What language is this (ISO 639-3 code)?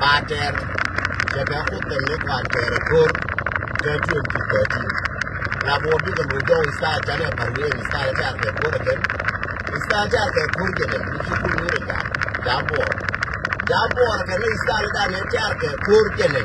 nus